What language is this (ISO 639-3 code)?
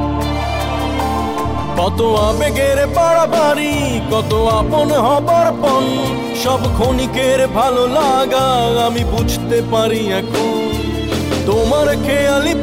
ben